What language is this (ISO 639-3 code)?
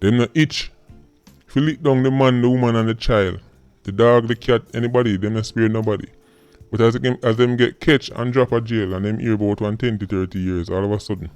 jam